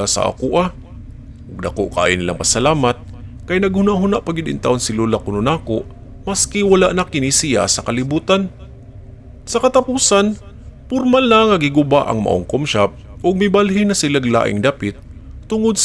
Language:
Cebuano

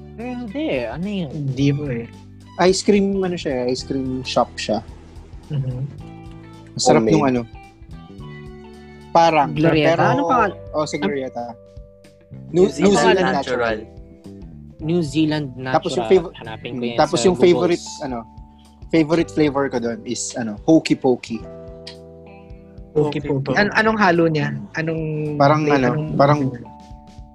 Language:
Filipino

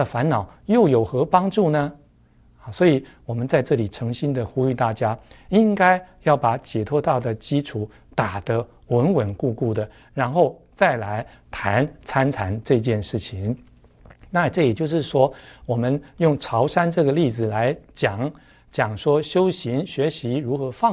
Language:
Chinese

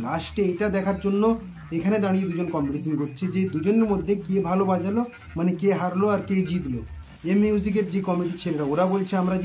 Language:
Bangla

